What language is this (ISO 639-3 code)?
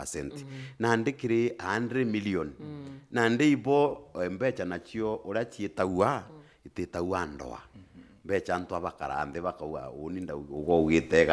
mer